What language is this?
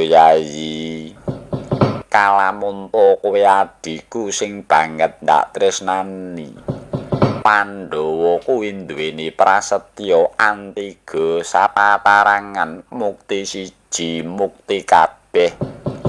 Javanese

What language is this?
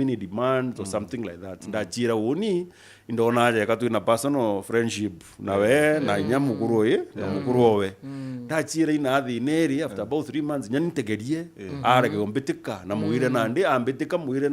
Meru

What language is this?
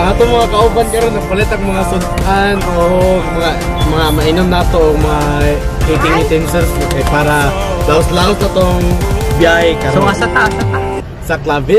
Cebuano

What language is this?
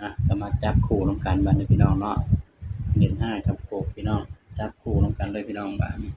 Northeastern Thai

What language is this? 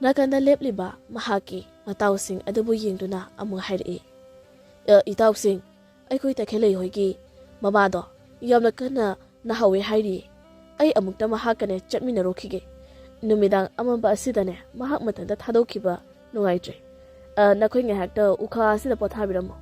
Manipuri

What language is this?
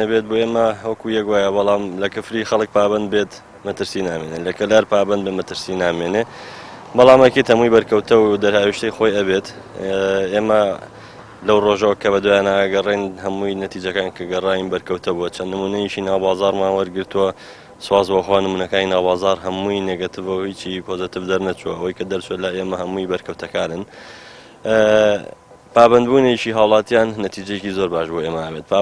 Central Kurdish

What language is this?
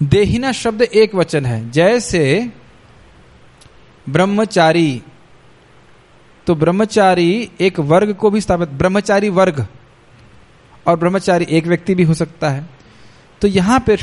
Hindi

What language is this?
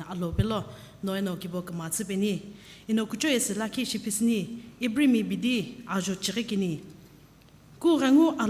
Sumi Naga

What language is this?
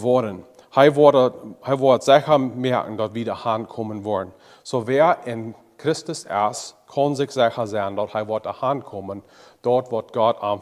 Plautdietsch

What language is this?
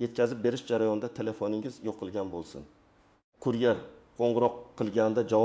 Uzbek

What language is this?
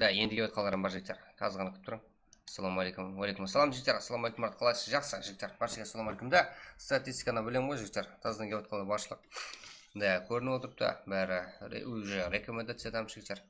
Kara-Kalpak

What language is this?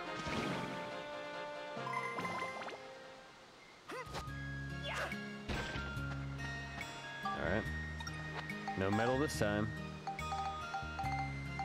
English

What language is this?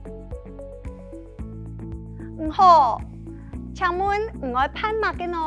Hakka Chinese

